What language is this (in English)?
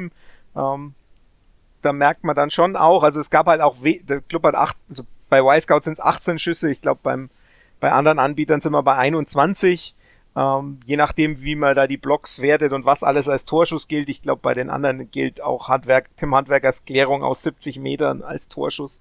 German